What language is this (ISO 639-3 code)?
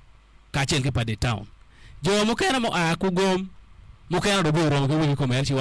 ach